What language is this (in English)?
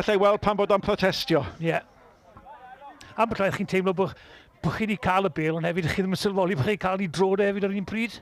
Welsh